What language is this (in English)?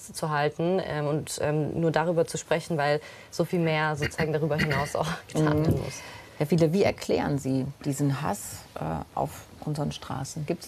German